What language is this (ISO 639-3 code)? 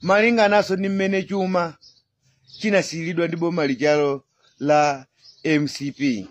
nya